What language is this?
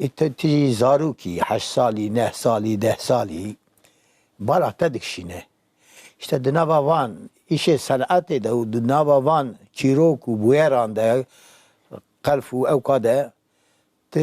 Kurdish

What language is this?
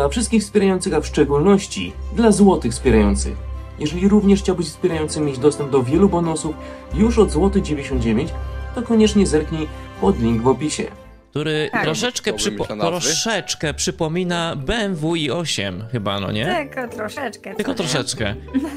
Polish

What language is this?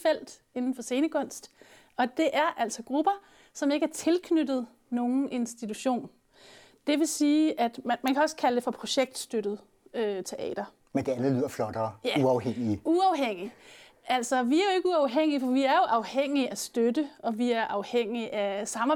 Danish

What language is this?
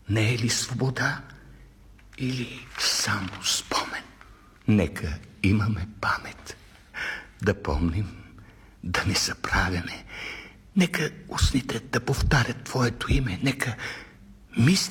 Bulgarian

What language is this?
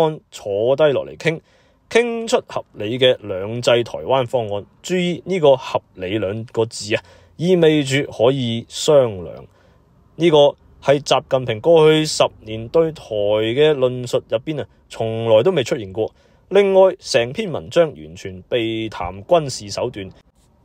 Cantonese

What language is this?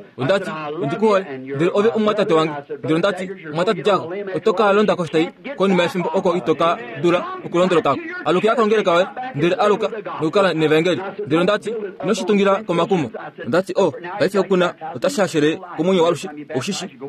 Kuanyama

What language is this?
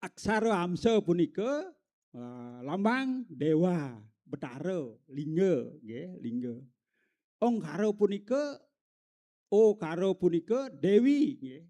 Balinese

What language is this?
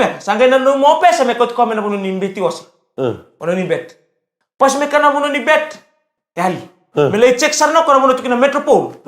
Fijian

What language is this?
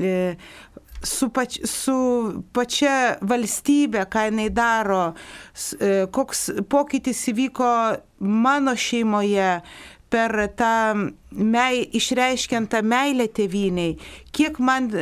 Lithuanian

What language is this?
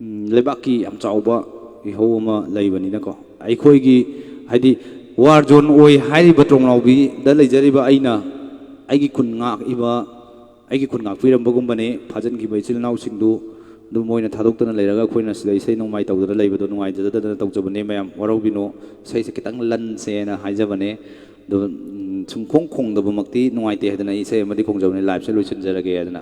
Manipuri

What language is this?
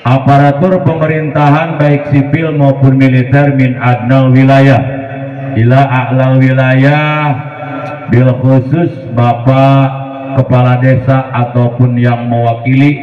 Sundanese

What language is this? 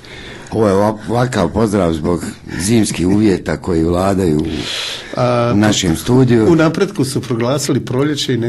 Croatian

